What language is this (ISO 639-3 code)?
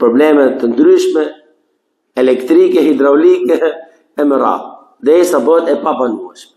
sqi